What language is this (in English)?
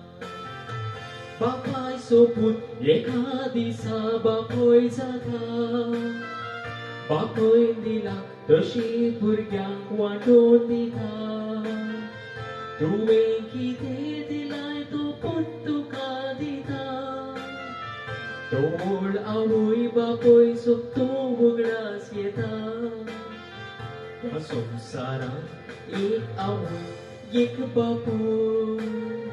Konkani